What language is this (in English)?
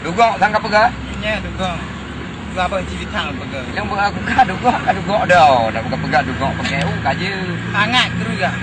Achinese